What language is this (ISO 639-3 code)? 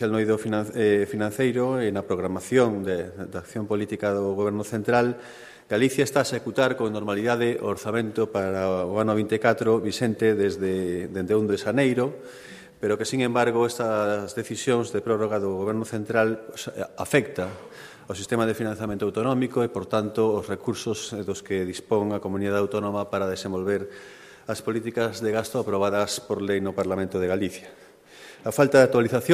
glg